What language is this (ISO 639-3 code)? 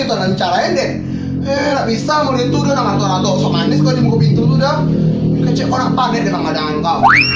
min